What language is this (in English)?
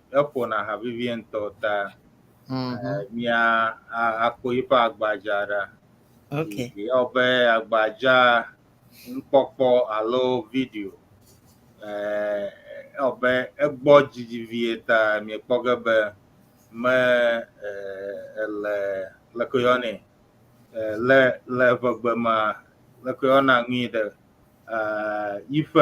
Ewe